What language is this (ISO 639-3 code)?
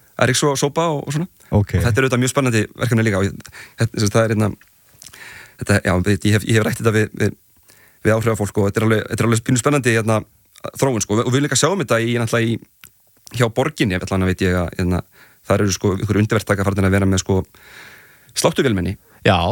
isl